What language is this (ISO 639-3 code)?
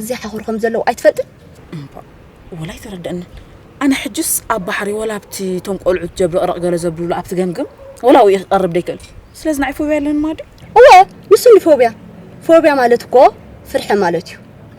tir